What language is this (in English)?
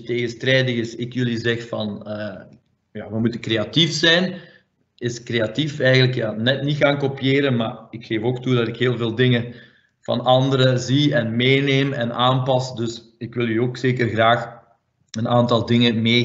Dutch